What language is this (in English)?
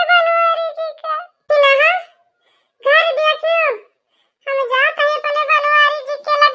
Awadhi